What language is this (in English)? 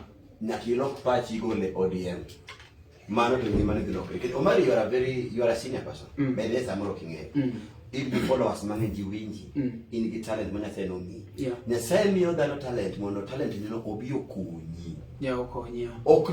Luo (Kenya and Tanzania)